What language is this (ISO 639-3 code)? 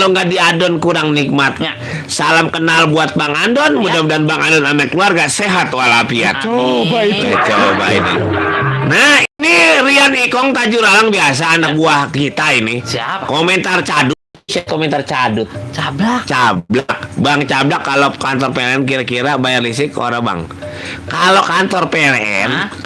bew